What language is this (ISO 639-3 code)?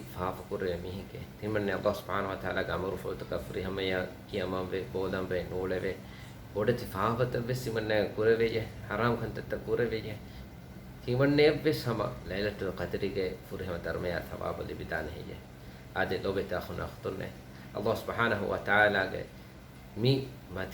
div